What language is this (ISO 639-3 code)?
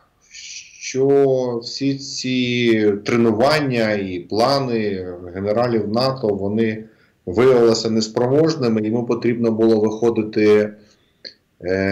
ukr